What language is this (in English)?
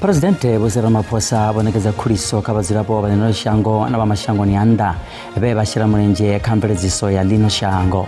Venda